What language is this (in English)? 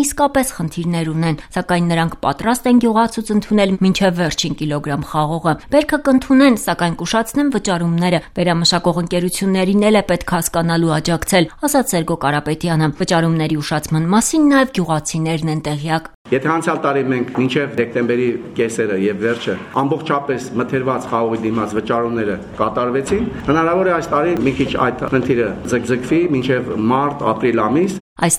Armenian